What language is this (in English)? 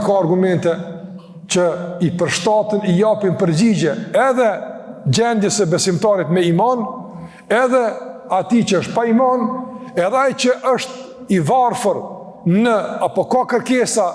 Albanian